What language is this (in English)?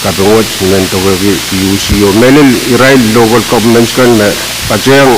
Pohnpeian